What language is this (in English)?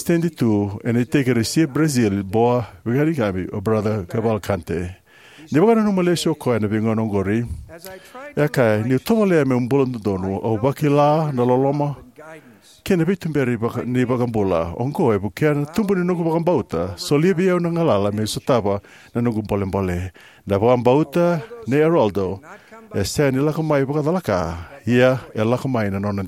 Fijian